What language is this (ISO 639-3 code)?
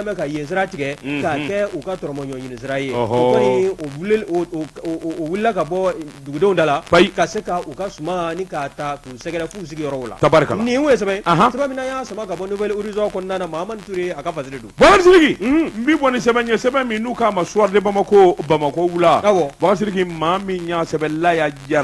bam